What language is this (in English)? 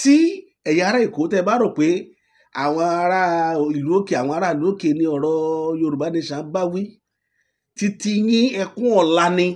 Yoruba